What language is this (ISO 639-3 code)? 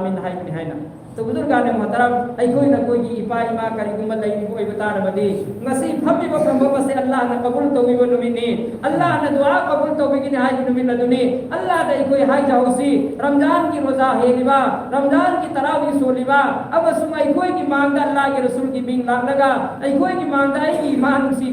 mni